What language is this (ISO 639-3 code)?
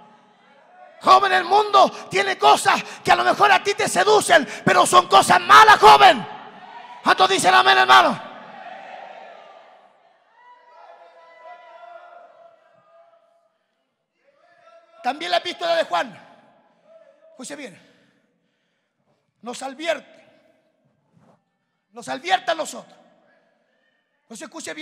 spa